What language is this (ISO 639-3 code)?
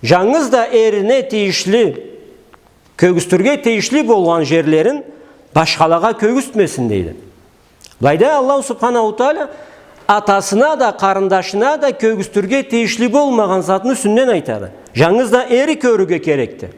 krc